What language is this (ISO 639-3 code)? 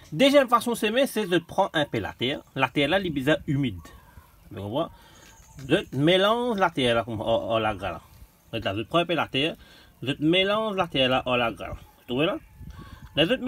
mfe